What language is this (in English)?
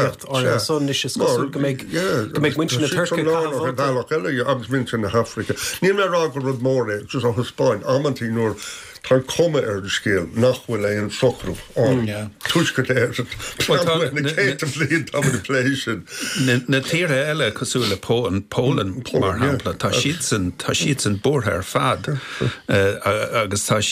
Irish